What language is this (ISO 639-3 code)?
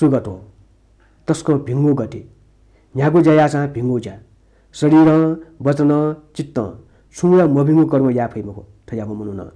new